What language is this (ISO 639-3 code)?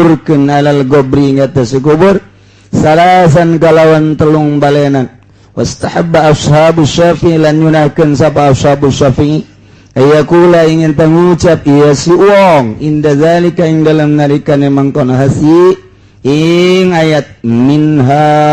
sun